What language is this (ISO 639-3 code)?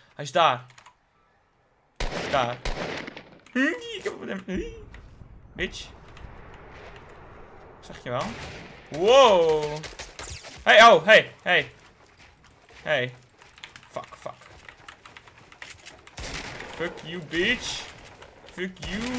nld